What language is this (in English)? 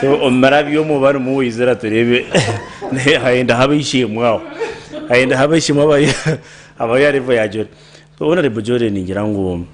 Nyankole